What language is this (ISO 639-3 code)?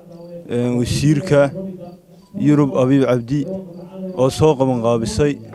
som